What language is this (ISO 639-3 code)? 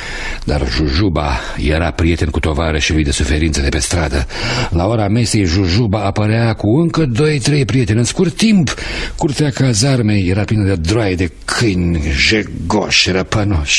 ron